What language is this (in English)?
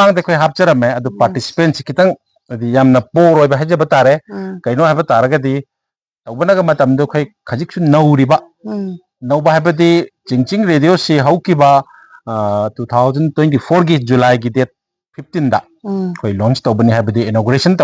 Manipuri